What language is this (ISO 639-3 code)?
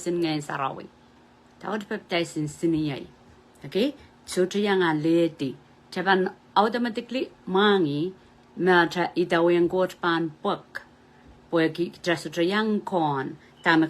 pon